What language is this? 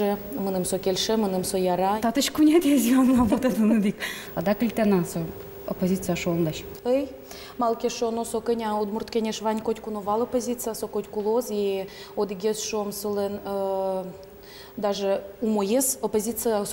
Udmurt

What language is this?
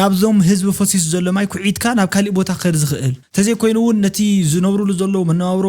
Tigrinya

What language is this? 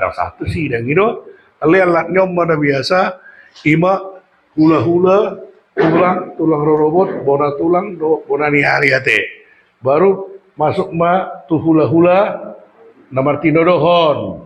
Batak Toba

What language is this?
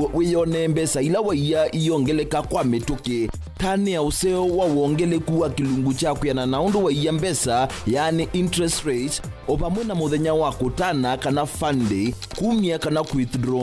Kamba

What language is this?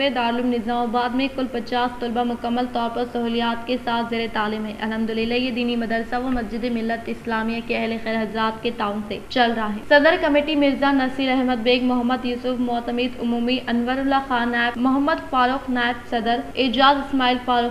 Urdu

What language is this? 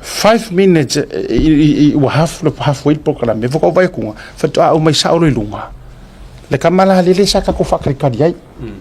Samoan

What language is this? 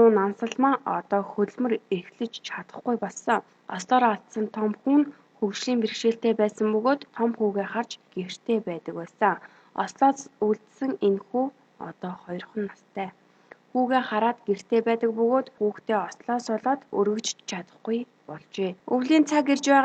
Mongolian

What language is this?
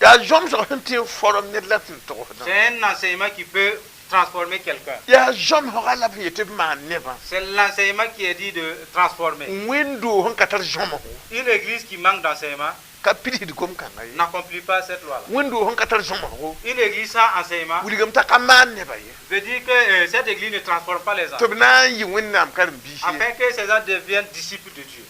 Mossi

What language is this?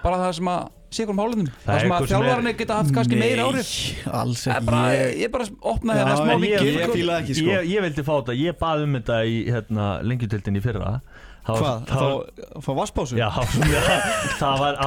Icelandic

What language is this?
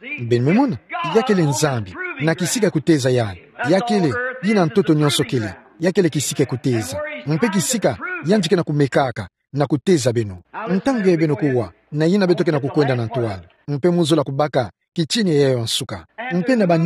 Kituba (Democratic Republic of Congo)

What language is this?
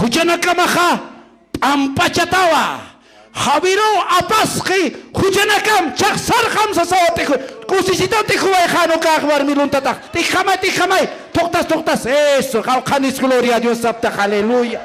Aymara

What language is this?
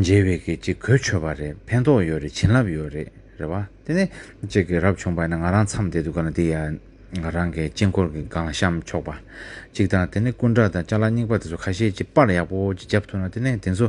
Tibetan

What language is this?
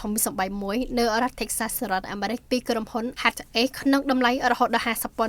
Khmer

